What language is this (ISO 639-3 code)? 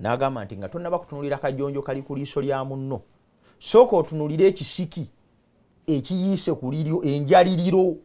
lug